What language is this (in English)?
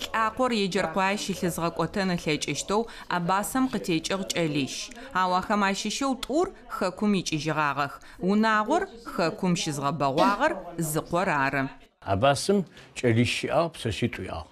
Adyghe